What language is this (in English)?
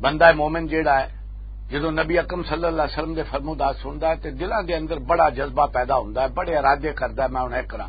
Western Panjabi